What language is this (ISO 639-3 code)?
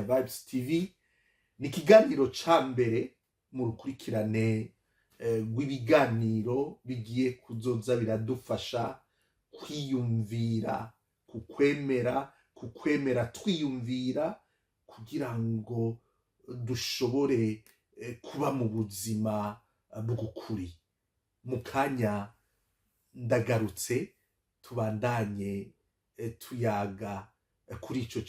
run